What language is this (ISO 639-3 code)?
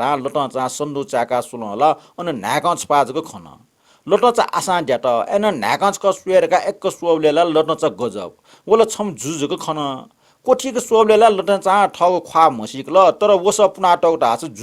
new